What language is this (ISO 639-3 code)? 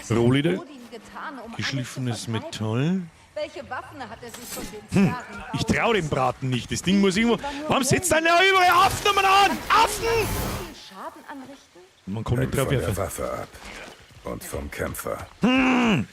bar